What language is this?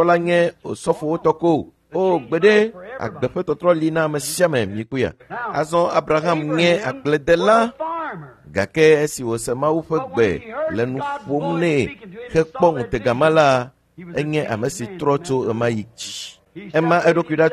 Ewe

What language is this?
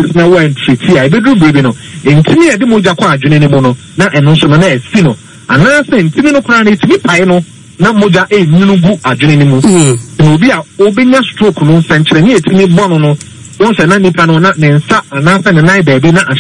Akan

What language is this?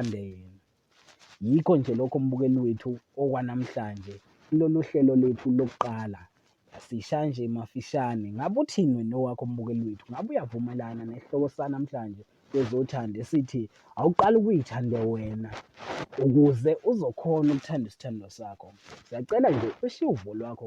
Zulu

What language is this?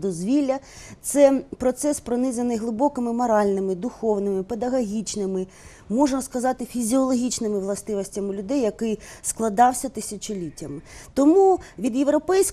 Ukrainian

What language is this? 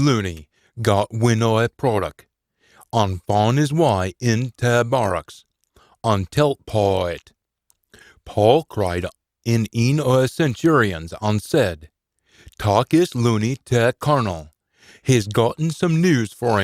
Scots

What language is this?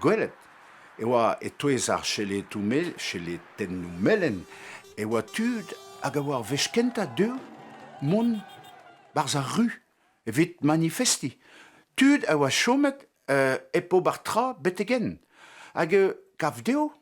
Breton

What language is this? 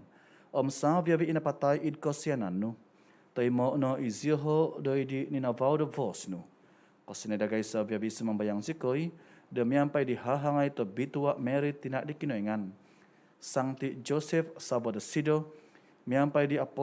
Central Dusun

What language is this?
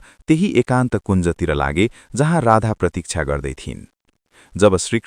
Nepali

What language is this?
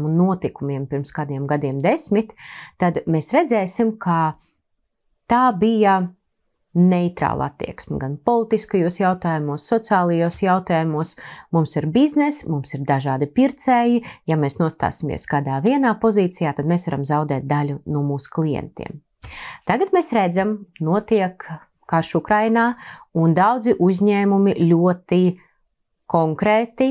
Latvian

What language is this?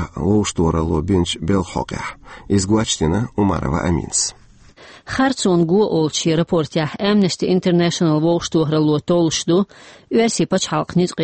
Chechen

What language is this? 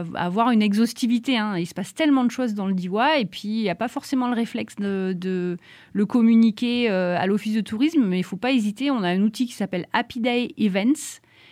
French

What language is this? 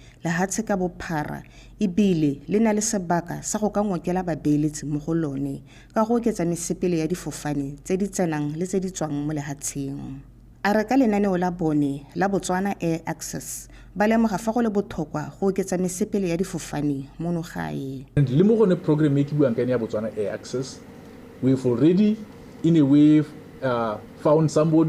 Tswana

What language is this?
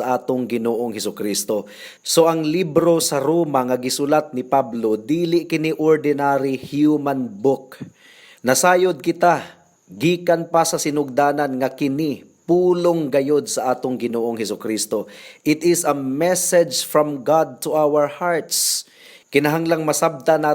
Cebuano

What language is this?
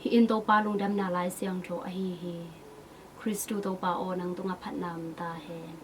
Tedim Chin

